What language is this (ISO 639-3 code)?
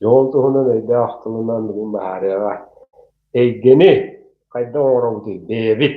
sah